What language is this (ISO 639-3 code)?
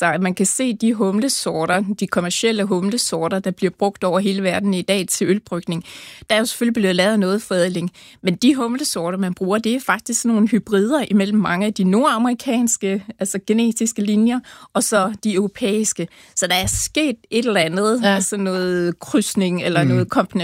dan